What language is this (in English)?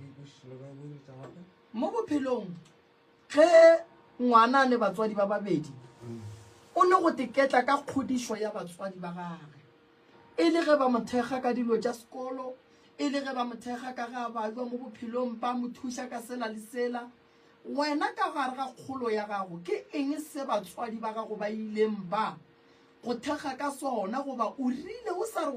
Northern Sotho